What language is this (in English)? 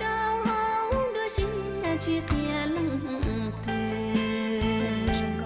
Hmong